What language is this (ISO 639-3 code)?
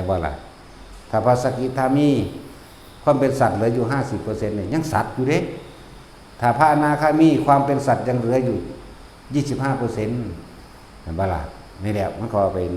tts